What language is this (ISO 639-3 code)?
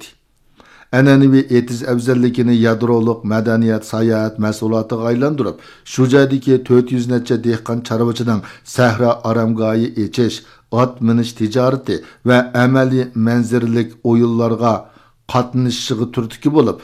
uig